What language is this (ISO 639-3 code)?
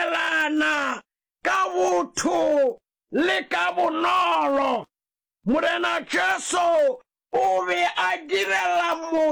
nso